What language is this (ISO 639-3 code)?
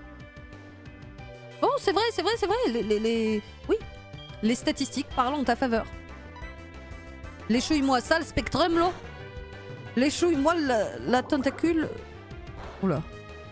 fra